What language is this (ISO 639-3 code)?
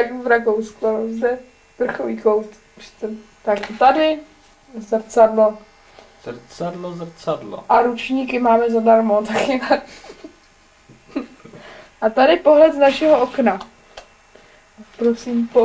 ces